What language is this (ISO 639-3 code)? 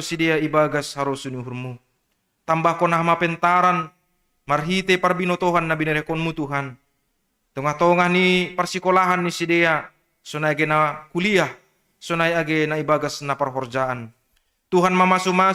bts